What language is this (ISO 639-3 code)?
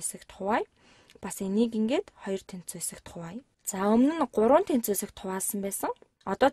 mon